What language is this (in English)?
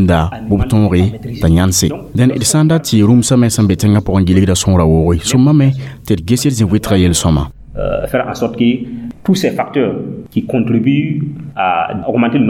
Mossi